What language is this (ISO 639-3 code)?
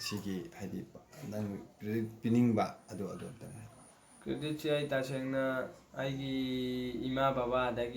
mni